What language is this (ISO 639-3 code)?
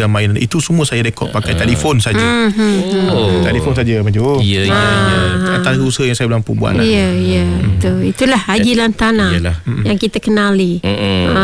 msa